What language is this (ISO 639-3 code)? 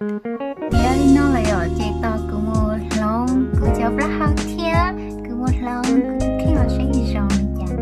hmn